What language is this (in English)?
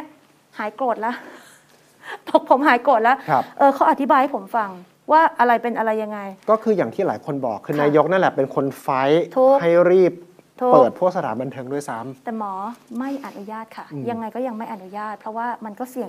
Thai